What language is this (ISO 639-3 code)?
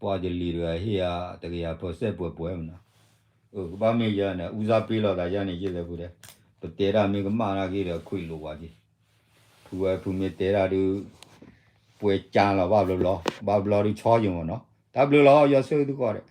ksw